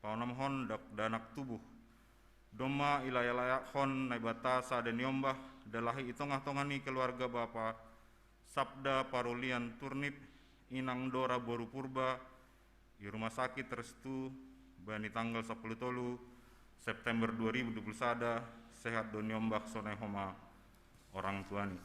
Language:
Batak Simalungun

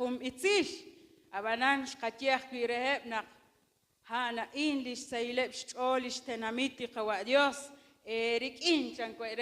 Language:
Kekchí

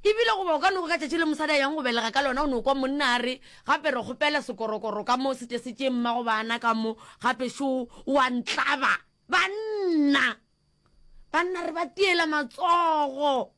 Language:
Northern Sotho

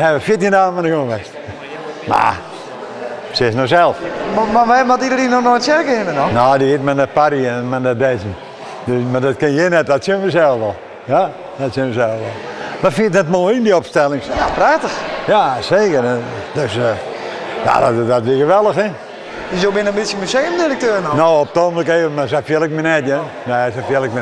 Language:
Western Frisian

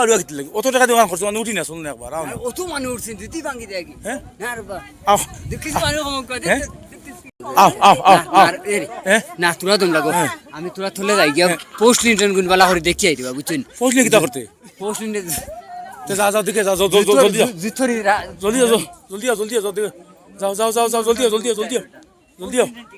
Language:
Sylheti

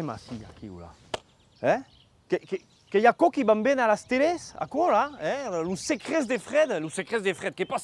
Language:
Occitan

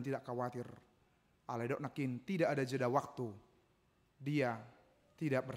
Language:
Batak Toba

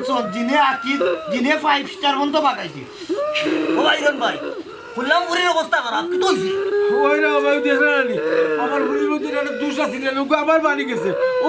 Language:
Sylheti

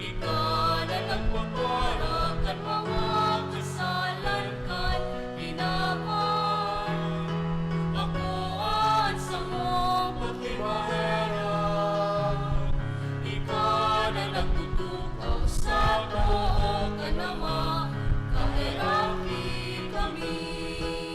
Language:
Bikol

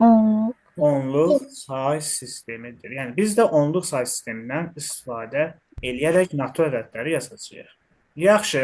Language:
Azerbaijani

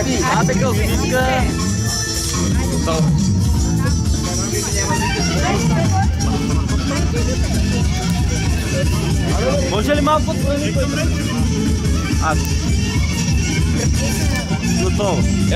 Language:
Bulgarian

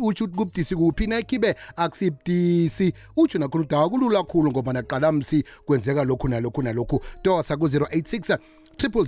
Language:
South Ndebele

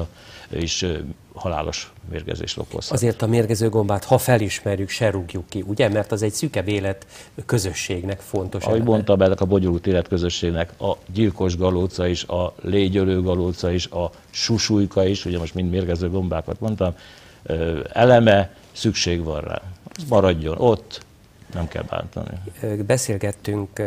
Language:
Hungarian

